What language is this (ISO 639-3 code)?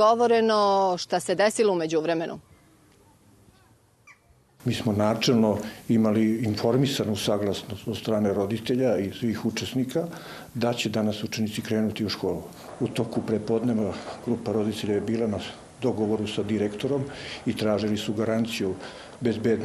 srp